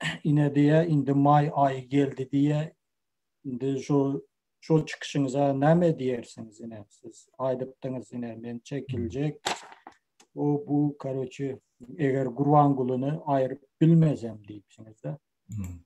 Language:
Turkmen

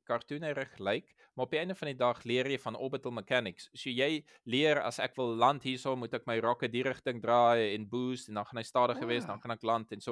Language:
Afrikaans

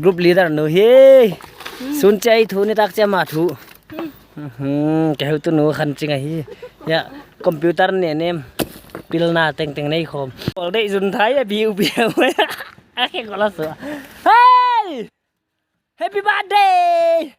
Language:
Paite Chin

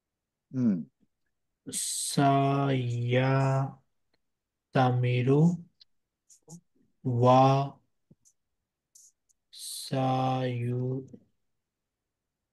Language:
Urdu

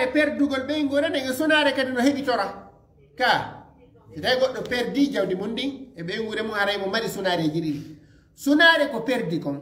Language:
Fula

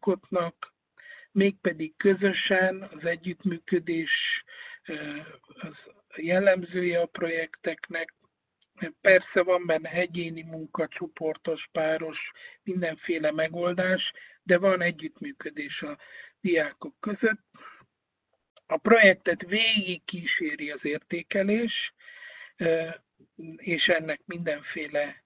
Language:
Hungarian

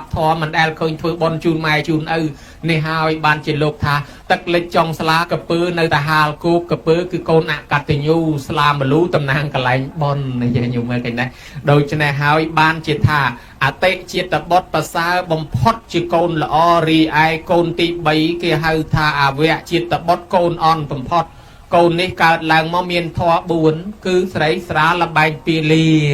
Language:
Khmer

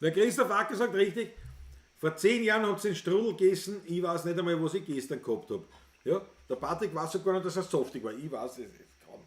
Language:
Bavarian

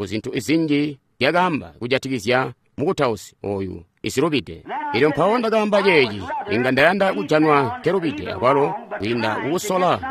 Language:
Tonga (Zambia)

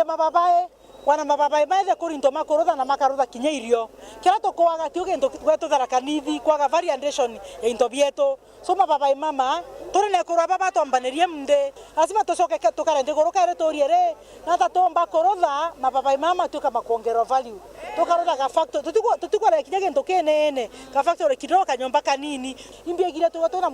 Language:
Meru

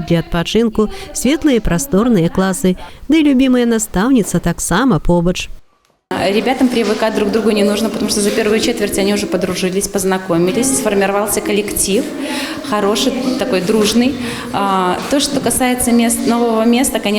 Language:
Belarusian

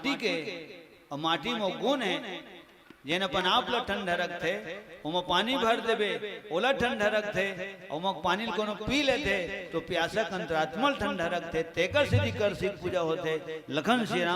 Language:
Chhattisgarhi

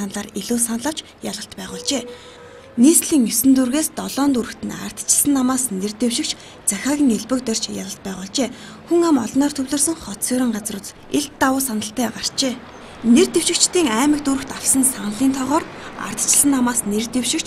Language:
Mongolian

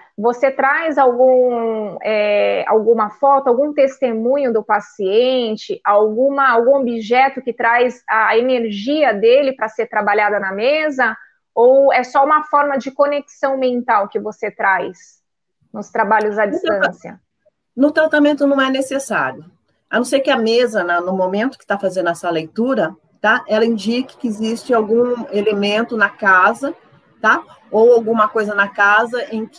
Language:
Portuguese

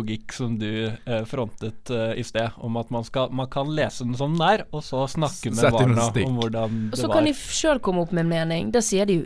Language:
Norwegian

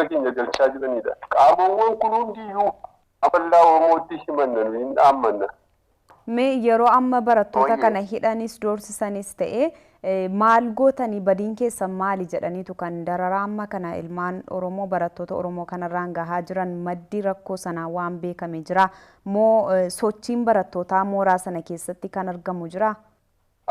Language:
Oromo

